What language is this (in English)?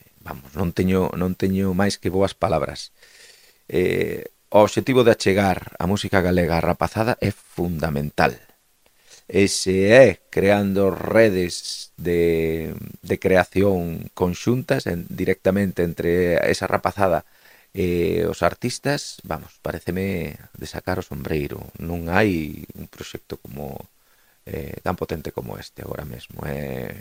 Galician